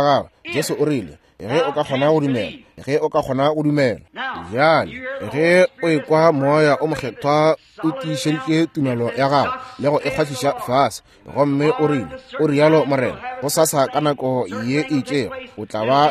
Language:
Northern Sotho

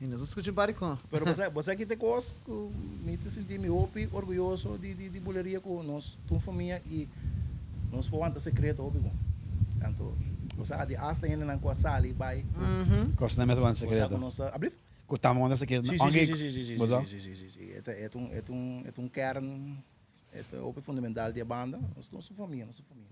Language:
Papiamento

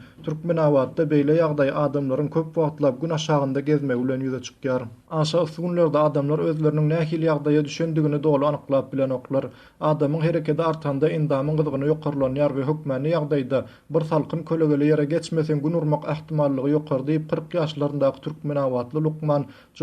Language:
Turkmen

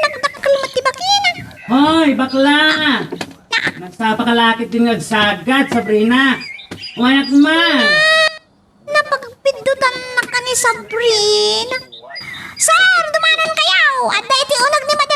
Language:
Iloko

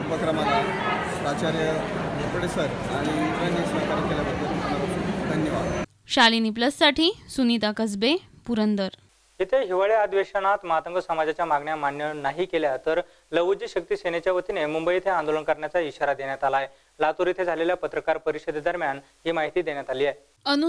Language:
Marathi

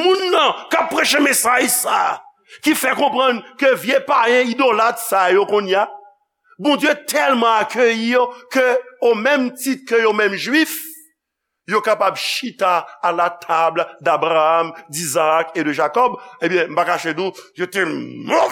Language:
Haitian Creole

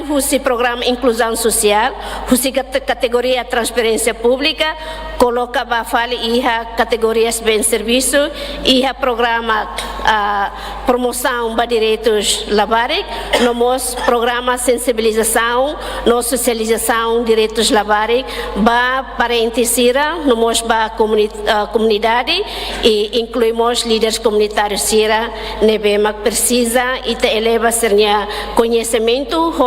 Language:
Tetum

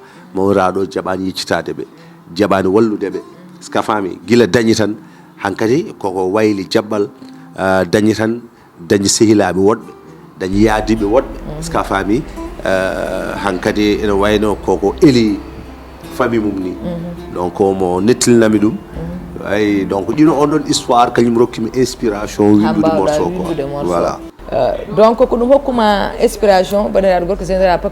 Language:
Fula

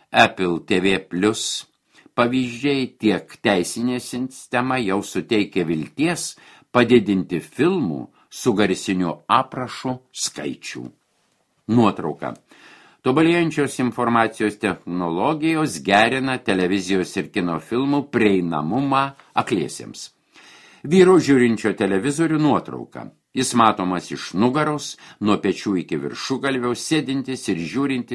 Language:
Lithuanian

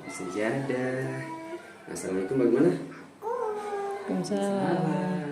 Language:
Ambonese Malay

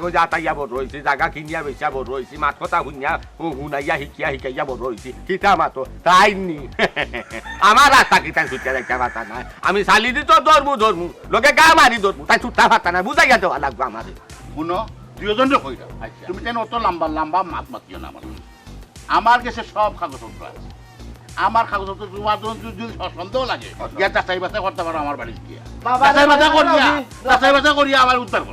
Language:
Sylheti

